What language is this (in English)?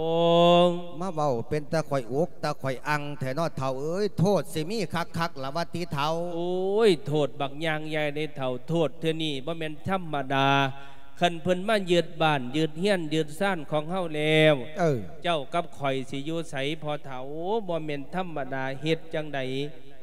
Lao